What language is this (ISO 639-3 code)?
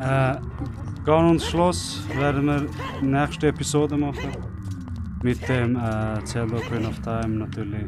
gsw